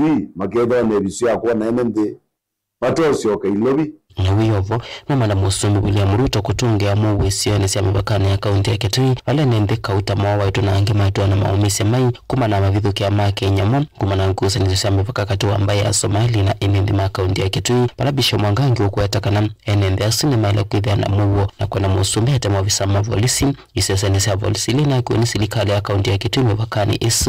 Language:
Kamba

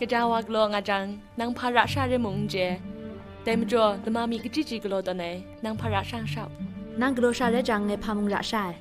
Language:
Kachin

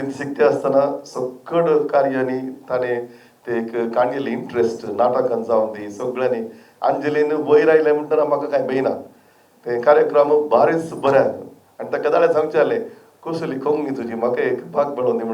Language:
Konkani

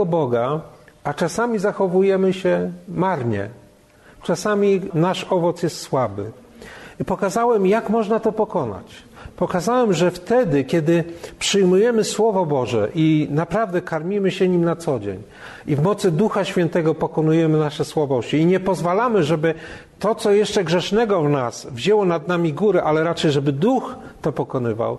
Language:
Polish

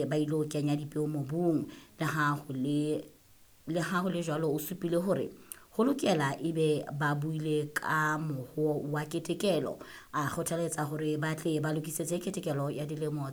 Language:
Southern Sotho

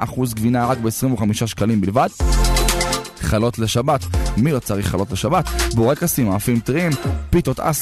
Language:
Hebrew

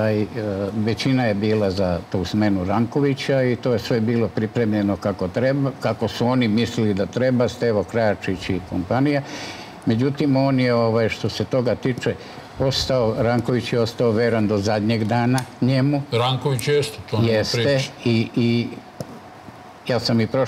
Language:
Serbian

